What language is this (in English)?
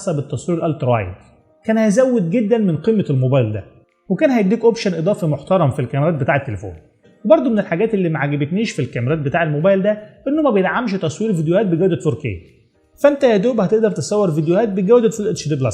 Egyptian Arabic